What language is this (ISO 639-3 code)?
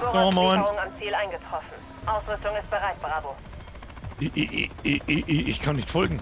bar